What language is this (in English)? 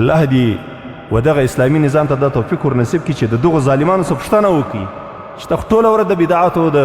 Pashto